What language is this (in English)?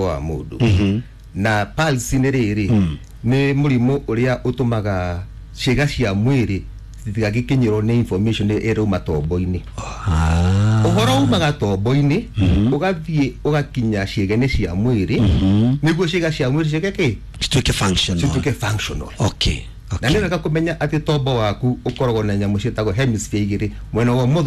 Kikuyu